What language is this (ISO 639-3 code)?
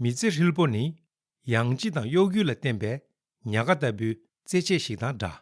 bod